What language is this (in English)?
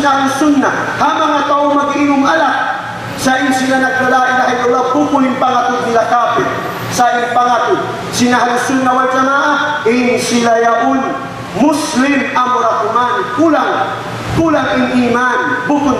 Tausug